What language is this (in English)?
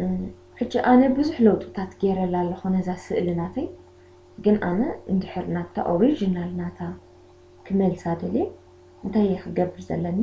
Tigrinya